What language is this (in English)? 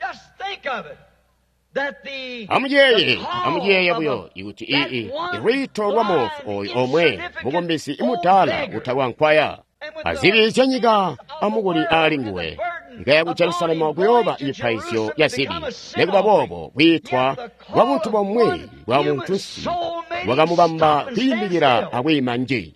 Tonga (Zambia)